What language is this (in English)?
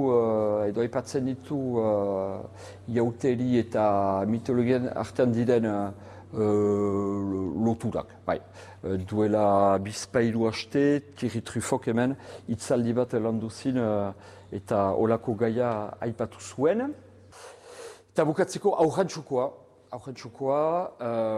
Basque